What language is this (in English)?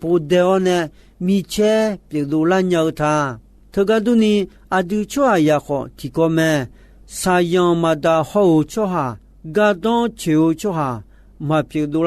Akha